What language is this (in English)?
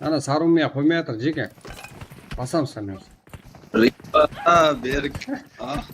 Kara-Kalpak